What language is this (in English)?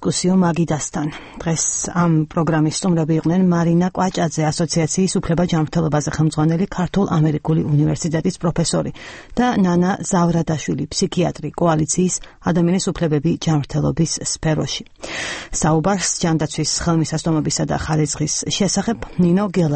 Georgian